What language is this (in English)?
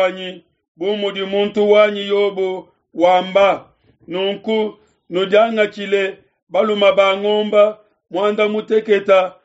Luba-Lulua